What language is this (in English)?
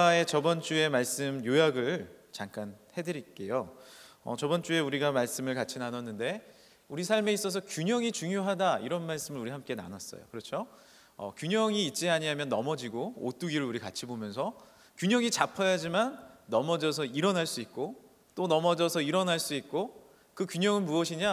Korean